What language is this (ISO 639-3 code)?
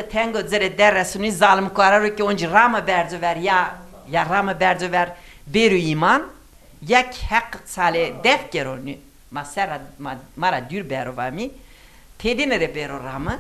zza